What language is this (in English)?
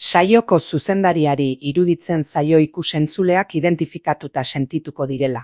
Basque